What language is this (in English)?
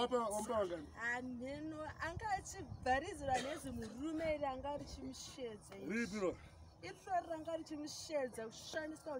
Shona